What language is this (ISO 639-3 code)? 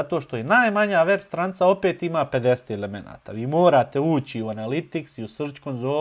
bos